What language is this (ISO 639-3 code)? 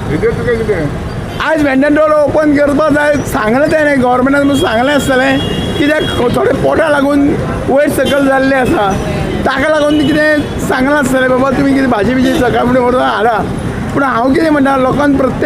kok